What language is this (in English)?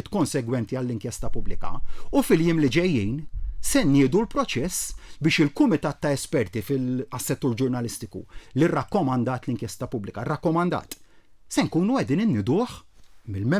Maltese